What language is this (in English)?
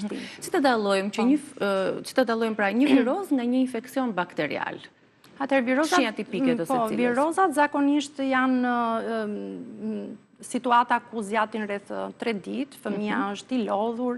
Albanian